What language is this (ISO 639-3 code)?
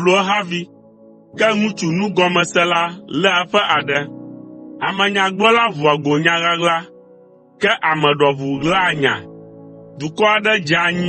ewe